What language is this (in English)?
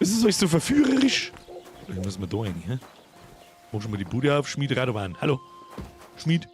Bavarian